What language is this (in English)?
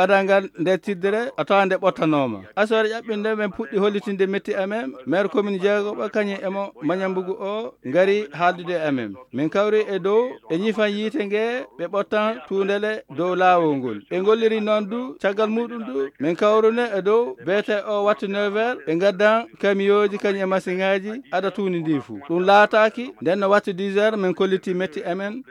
Fula